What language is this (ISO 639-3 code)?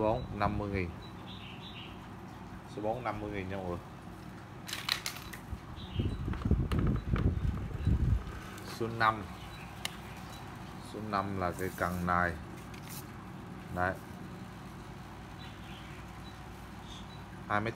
vie